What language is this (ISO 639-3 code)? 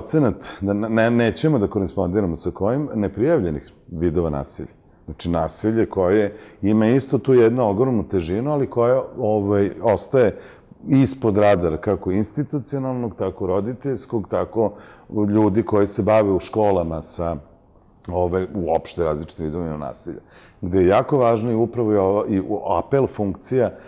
srp